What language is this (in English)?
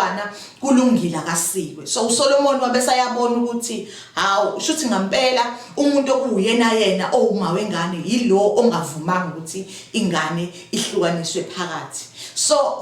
Zulu